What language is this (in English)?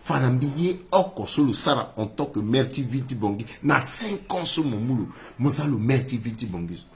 Sango